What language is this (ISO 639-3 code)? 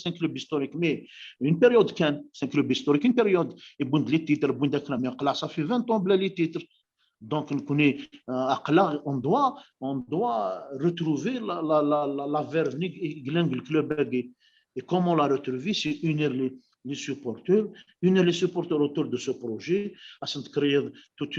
kab